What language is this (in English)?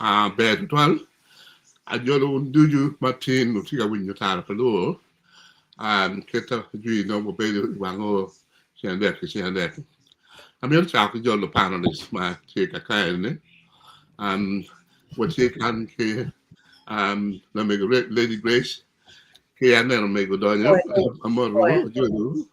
Acoli